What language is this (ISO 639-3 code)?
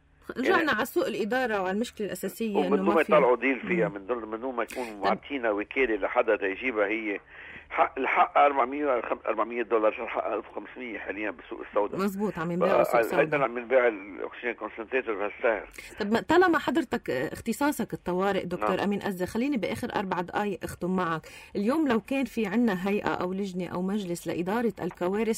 apc